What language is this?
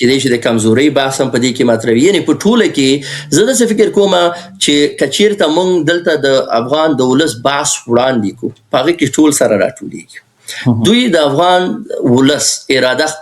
Pashto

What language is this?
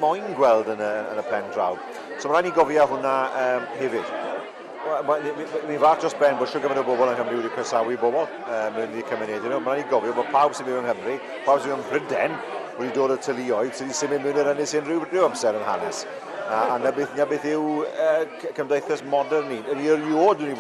Welsh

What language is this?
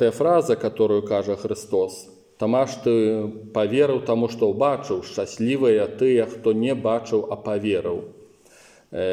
Belarusian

